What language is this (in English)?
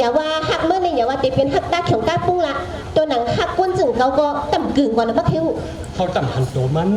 Shan